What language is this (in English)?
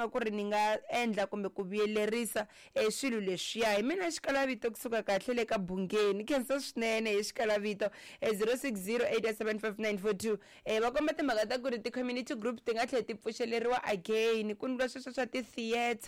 Tsonga